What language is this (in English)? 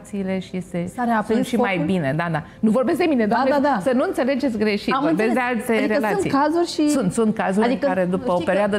Romanian